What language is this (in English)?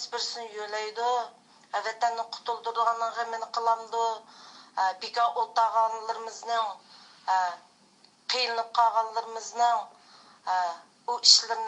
Uyghur